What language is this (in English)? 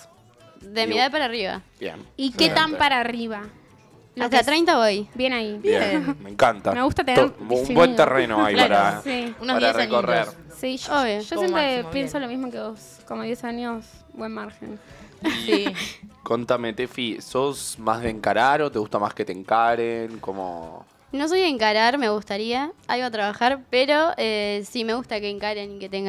Spanish